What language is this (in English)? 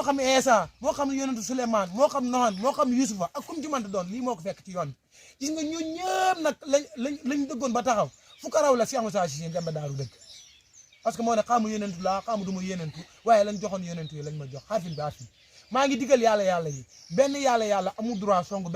Wolof